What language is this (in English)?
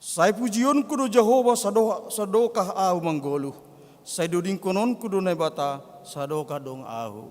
Batak Simalungun